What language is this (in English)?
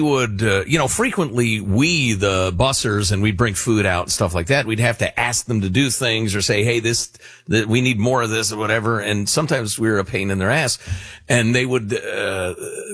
English